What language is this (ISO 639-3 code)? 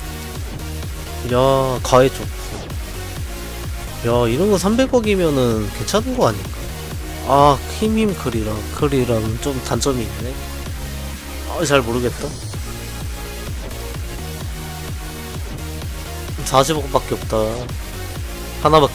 kor